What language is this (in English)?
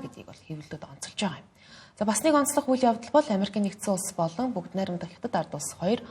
Mongolian